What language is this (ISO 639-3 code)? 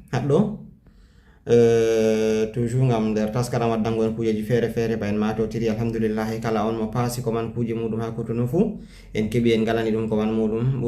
ful